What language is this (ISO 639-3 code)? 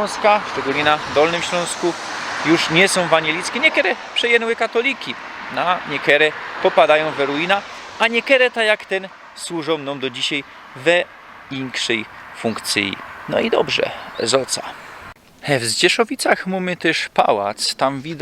szl